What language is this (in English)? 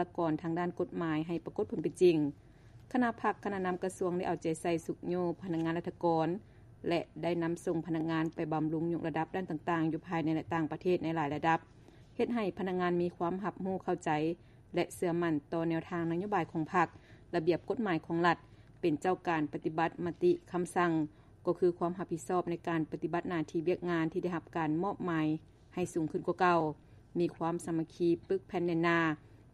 Lao